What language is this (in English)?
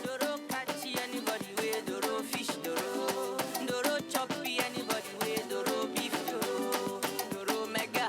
Nigerian Pidgin